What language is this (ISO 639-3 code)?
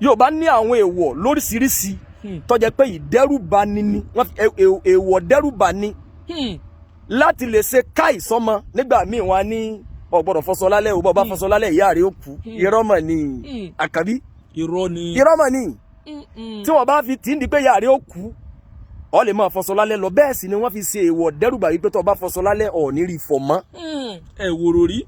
yor